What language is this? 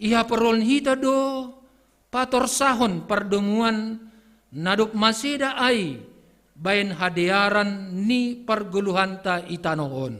Batak Simalungun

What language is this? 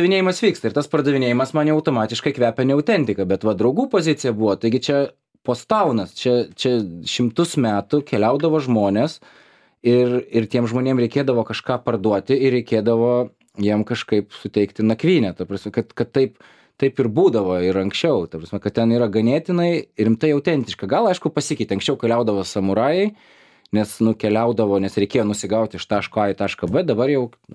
Lithuanian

